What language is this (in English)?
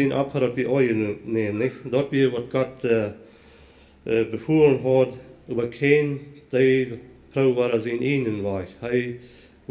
Plautdietsch